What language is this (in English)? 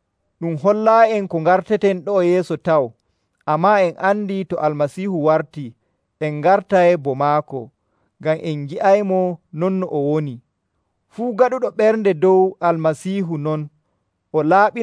Nigerian Fulfulde